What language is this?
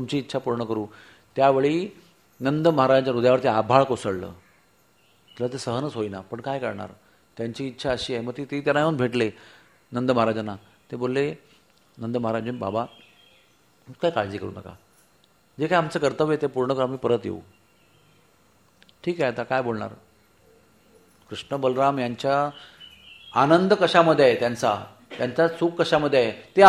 Marathi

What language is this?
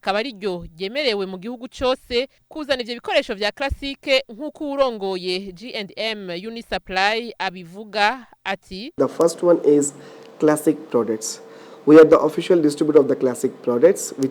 Rundi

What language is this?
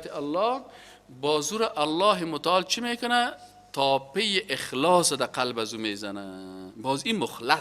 Persian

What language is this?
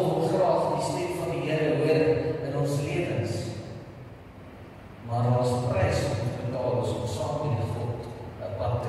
Afrikaans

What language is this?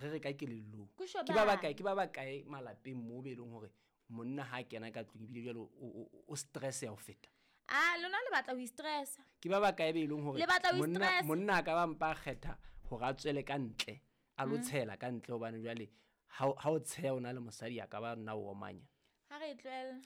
Southern Sotho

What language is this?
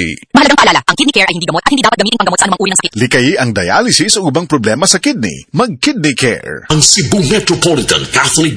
Filipino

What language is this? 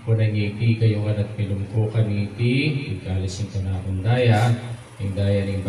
Pampanga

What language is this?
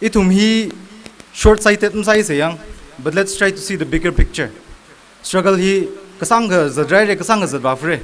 Tangkhul Naga (India)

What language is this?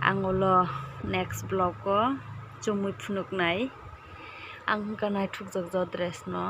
Kok Borok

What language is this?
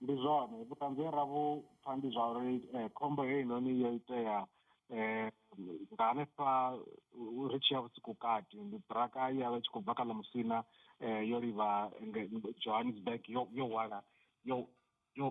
Venda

